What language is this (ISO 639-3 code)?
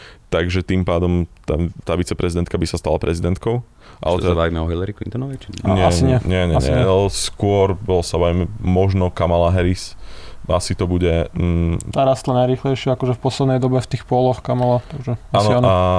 slk